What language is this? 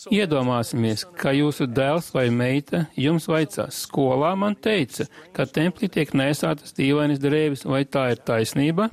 Latvian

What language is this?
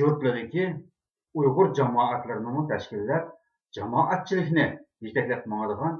Uyghur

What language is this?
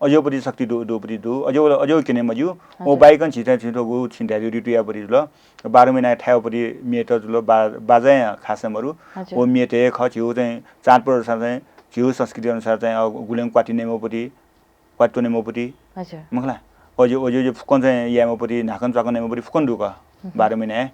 Newari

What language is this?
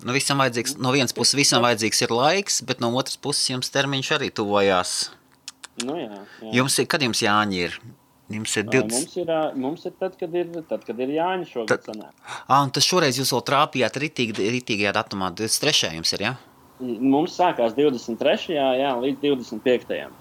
Latvian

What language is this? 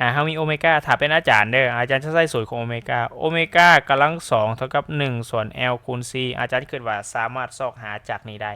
Lao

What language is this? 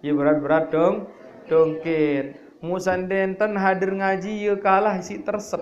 Sasak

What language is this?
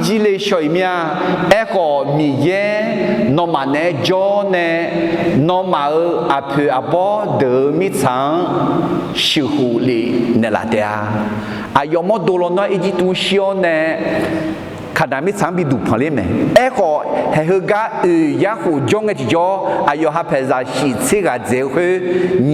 Akha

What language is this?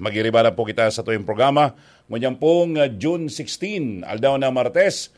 Bikol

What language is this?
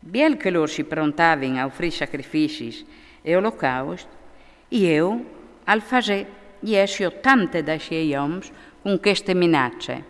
Friulian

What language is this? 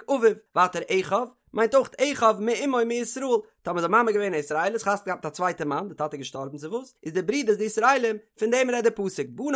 Yiddish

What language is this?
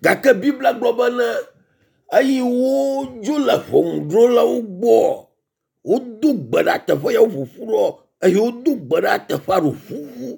Ewe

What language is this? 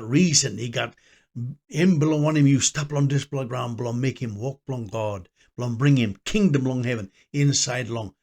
Tok Pisin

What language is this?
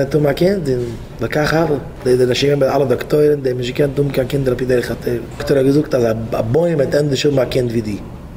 Yiddish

